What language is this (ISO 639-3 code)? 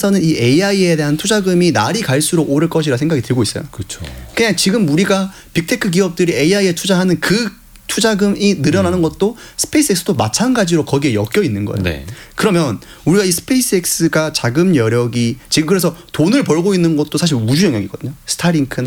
kor